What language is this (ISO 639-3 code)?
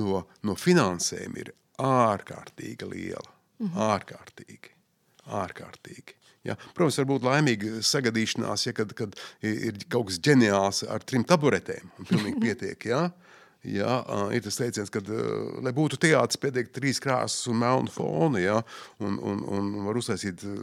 lav